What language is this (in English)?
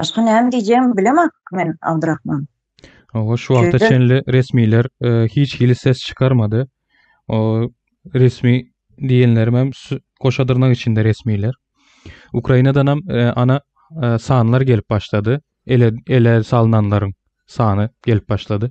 Turkmen